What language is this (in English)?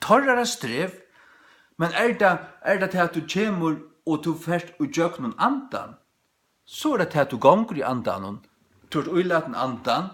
Faroese